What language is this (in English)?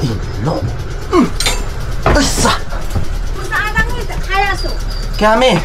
Taroko